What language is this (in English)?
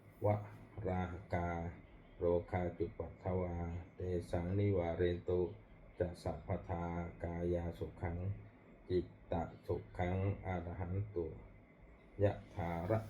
Pali